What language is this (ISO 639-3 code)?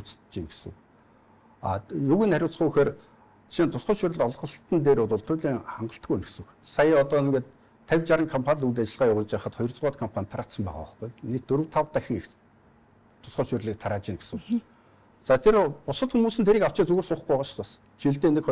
mon